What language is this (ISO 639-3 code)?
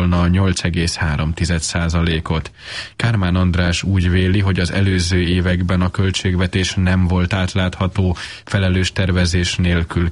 hun